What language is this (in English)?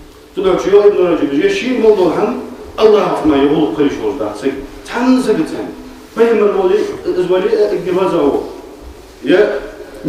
Ingush